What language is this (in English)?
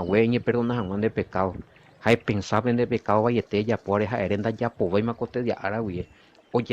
Guarani